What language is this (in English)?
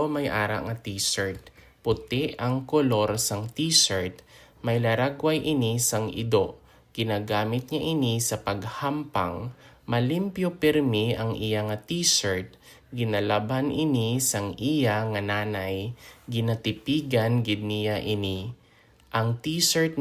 Hiligaynon